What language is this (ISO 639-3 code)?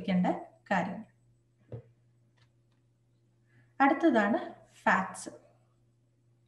mal